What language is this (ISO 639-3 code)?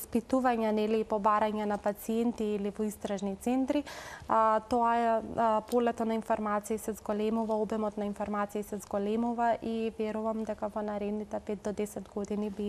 mkd